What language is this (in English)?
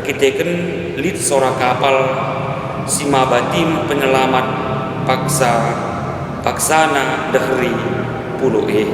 Batak Karo